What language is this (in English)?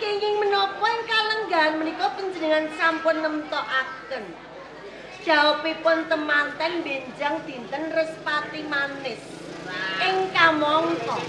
Javanese